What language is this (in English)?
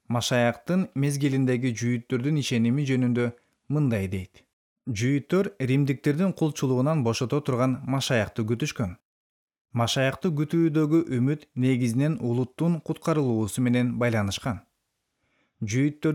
Kyrgyz